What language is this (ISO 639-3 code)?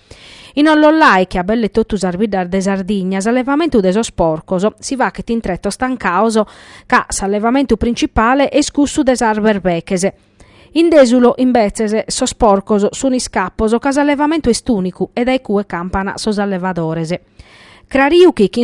srd